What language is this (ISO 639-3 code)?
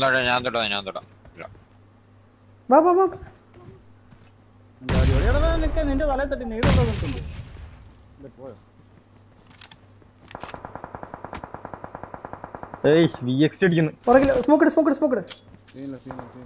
mal